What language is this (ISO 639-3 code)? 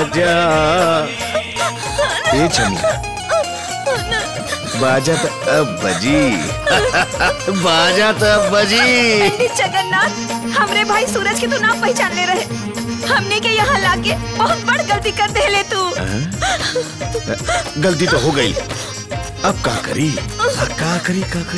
bho